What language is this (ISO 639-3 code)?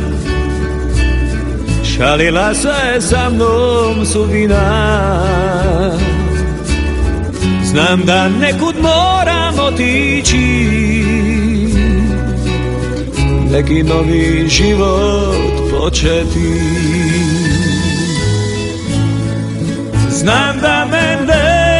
srp